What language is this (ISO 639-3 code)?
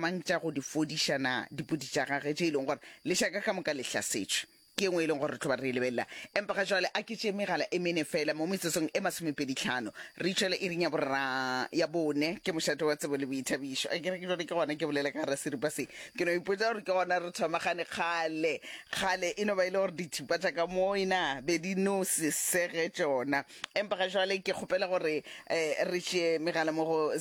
nso